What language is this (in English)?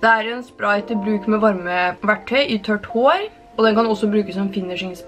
Norwegian